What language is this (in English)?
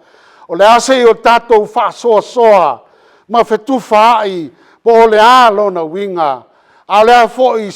Samoan